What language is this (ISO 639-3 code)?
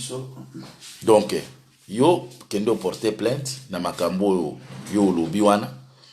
lin